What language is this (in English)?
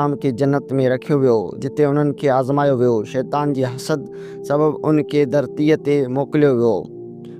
Sindhi